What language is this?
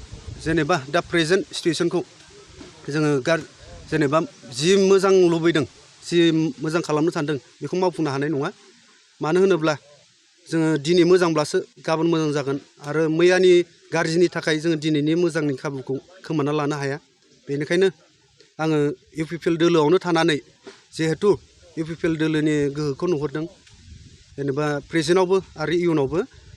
Bodo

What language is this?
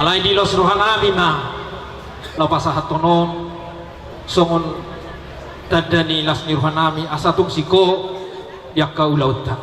Batak Toba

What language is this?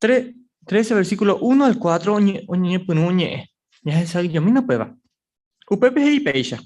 Guarani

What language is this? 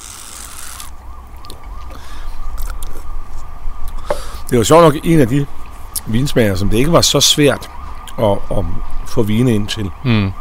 Danish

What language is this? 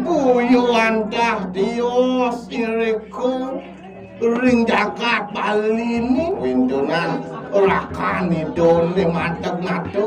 Balinese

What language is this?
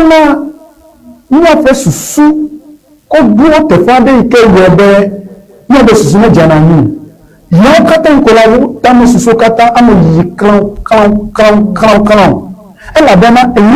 Ewe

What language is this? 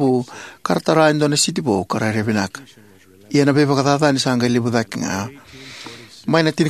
Fijian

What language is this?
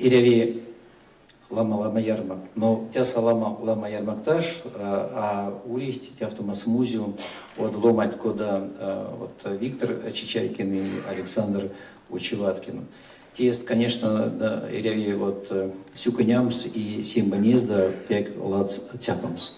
Erzya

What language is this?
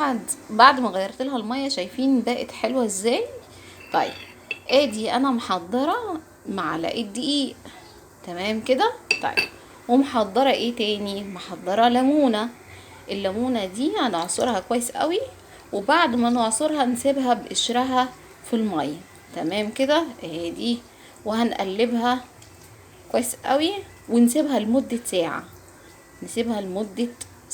Egyptian Arabic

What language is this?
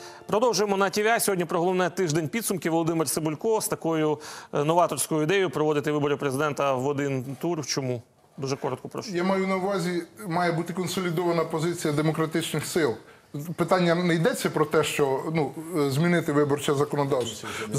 Ukrainian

